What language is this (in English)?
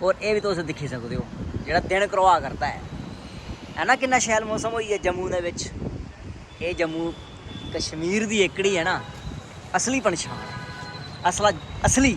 Dogri